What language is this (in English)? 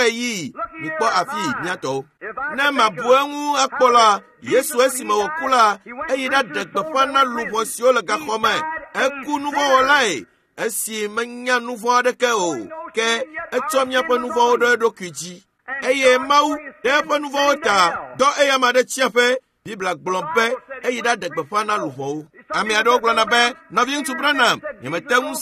Ewe